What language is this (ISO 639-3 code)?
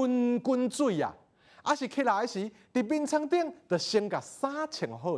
nan